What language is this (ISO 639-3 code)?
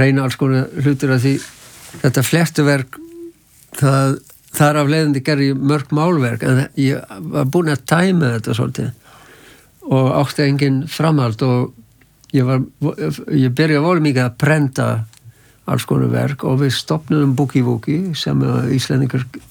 isl